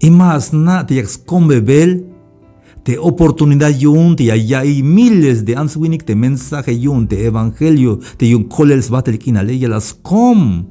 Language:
Tzeltal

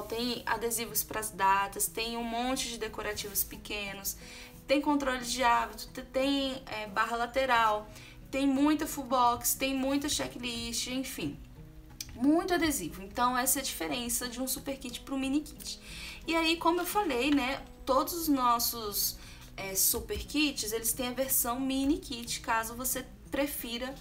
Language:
Portuguese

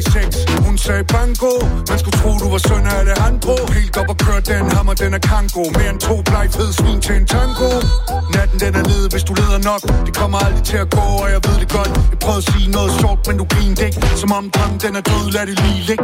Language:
Danish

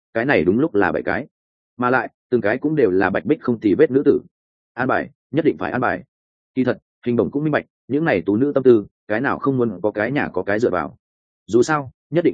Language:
Vietnamese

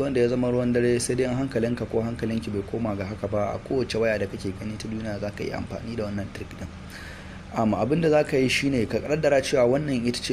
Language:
Hausa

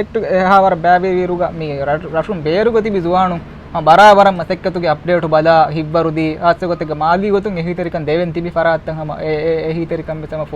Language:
Divehi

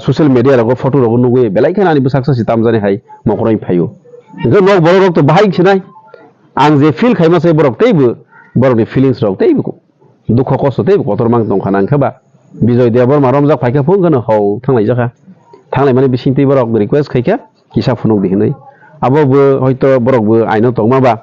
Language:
Kok Borok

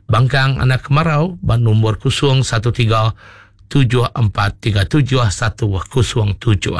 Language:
Iban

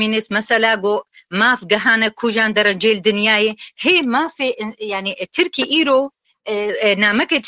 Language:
Kurdish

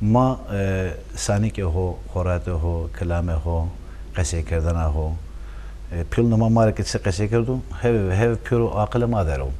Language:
Zaza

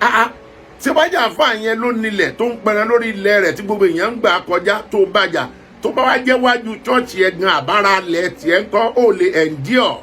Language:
Yoruba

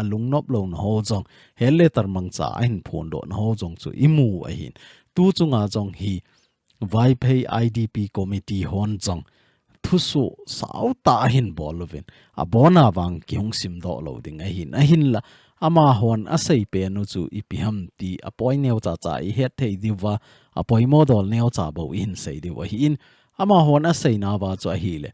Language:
Thado Chin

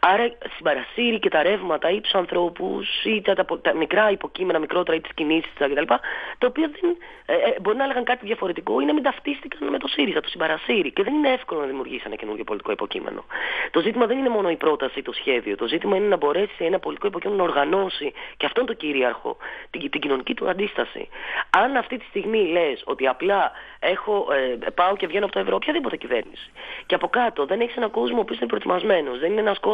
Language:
Greek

